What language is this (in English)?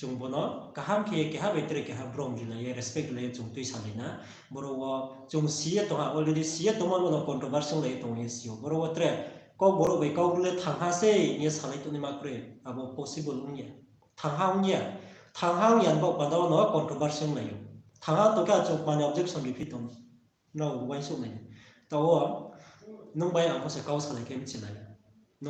Riang (India)